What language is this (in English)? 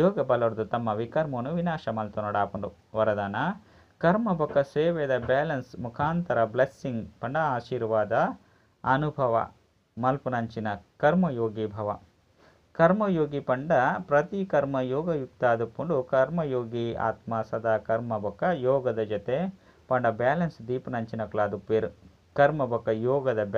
Tulu